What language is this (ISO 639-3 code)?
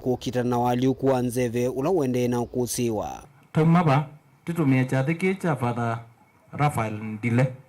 kam